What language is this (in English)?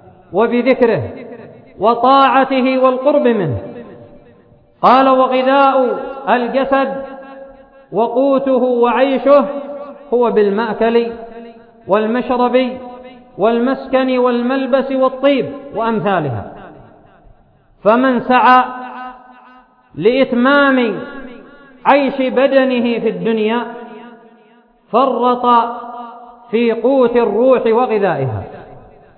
Arabic